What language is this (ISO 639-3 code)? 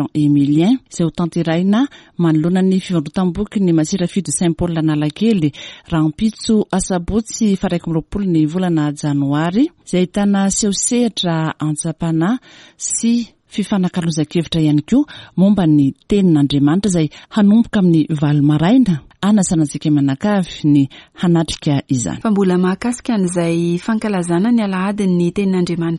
mlg